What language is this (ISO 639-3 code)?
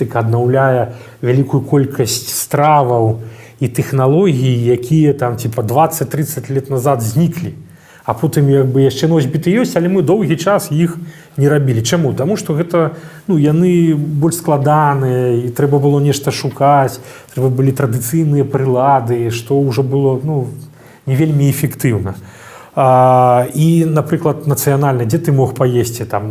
bel